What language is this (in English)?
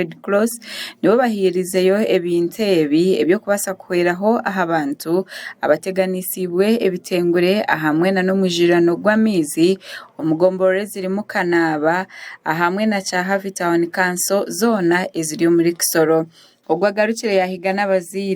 Nyankole